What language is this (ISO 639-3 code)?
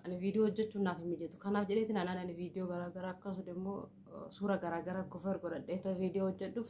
orm